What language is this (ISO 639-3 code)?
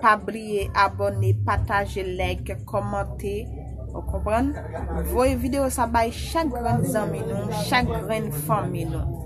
hat